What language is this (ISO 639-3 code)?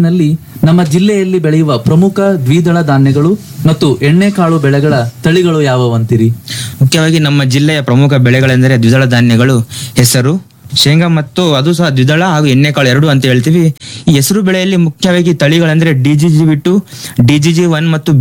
kan